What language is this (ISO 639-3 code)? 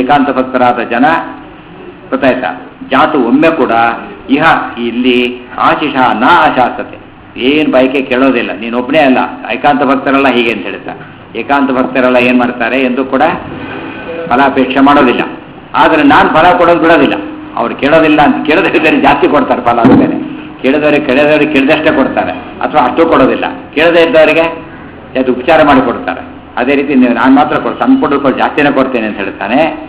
kan